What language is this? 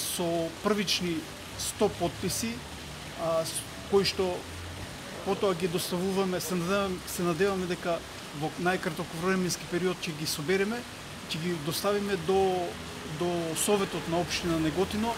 Macedonian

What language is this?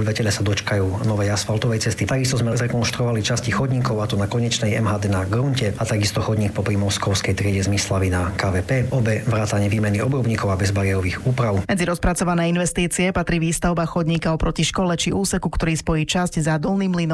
Slovak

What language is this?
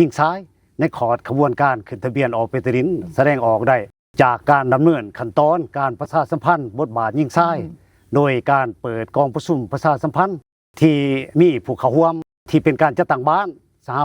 Lao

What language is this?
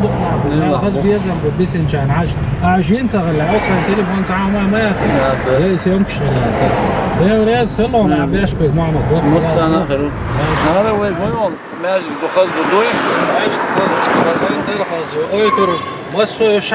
Chechen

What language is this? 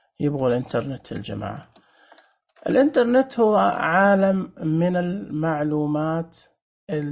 Najdi Arabic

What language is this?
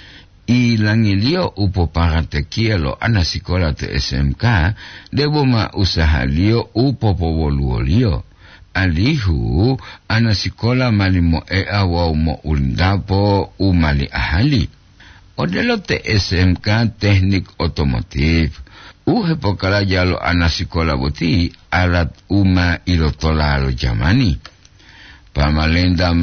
Gorontalo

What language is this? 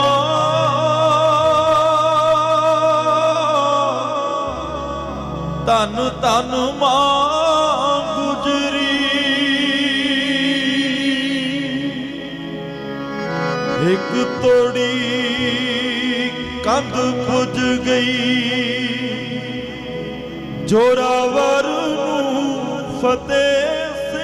Punjabi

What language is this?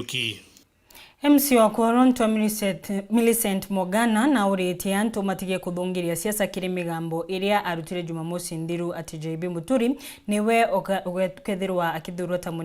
Meru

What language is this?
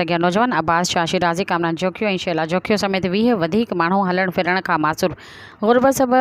Sindhi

